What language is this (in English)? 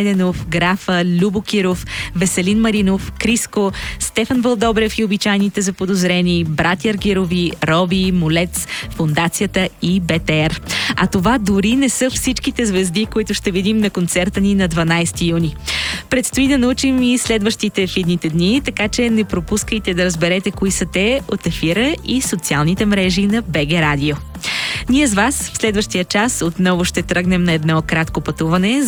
Bulgarian